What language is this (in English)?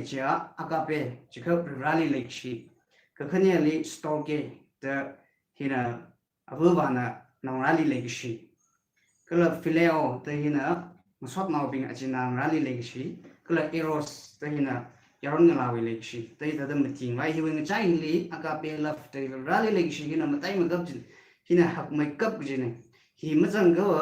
Tangkhul Naga (India)